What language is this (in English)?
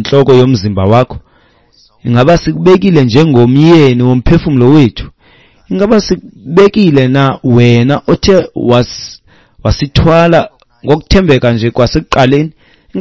Xhosa